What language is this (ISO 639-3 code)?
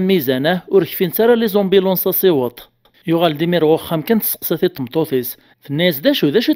kab